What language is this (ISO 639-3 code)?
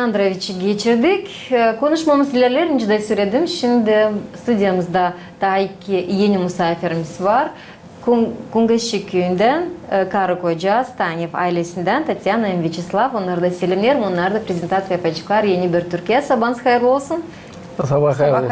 gag